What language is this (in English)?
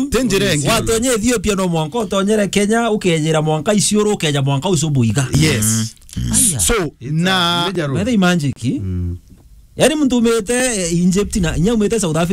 Meru